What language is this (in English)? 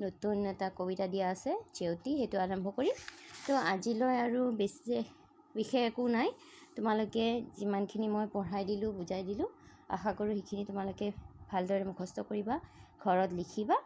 Assamese